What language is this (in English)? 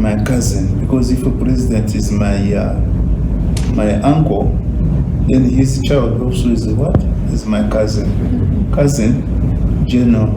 Nyankole